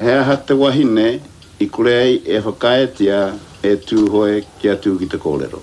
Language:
Māori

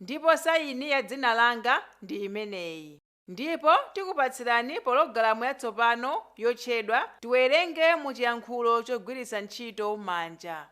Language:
Nyanja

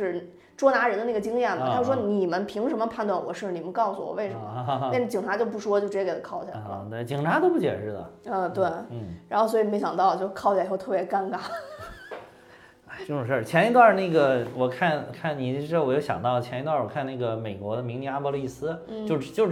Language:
Chinese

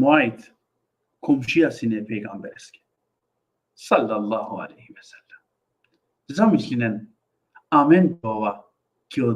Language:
Balkan Romani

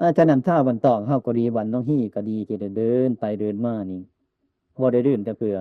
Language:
Northeastern Thai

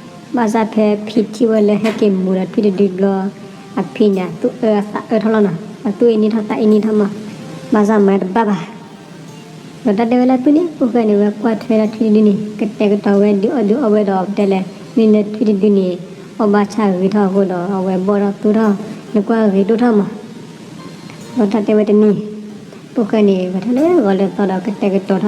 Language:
S'gaw Karen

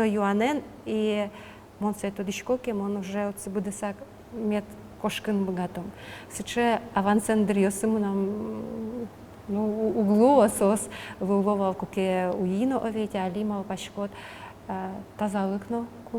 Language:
Udmurt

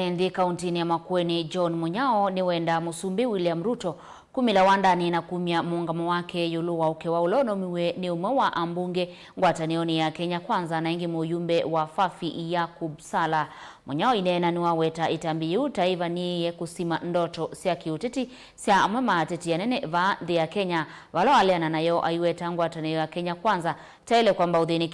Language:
Kamba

